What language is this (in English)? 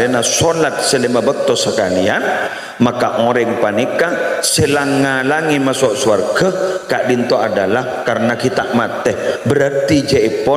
Madurese